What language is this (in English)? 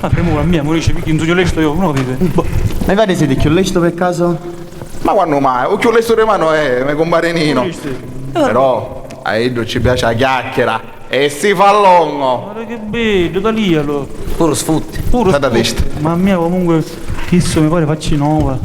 Sicilian